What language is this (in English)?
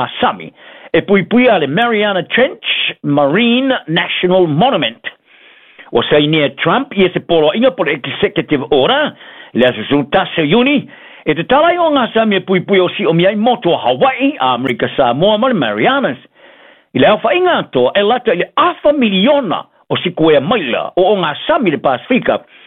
Samoan